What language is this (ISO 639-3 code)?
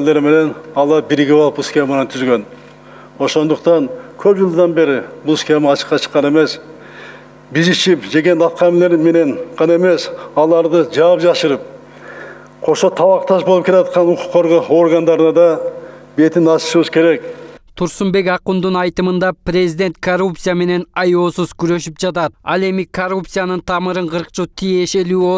kir